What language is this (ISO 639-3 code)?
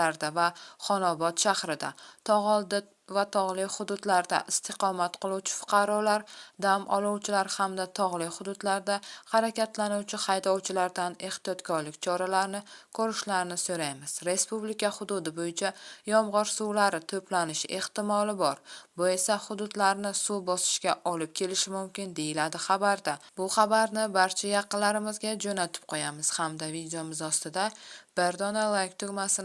uzb